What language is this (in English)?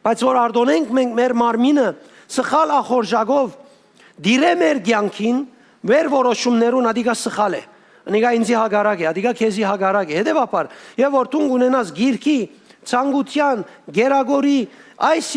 Western Armenian